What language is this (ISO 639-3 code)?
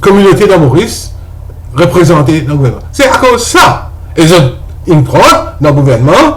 mfe